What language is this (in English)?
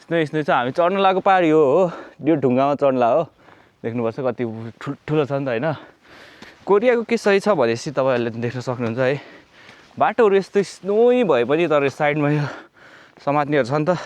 Nepali